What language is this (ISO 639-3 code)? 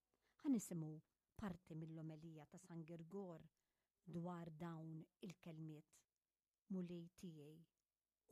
mlt